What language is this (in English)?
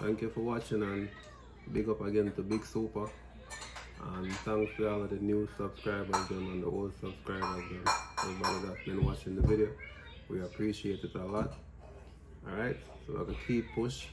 Jamaican Creole English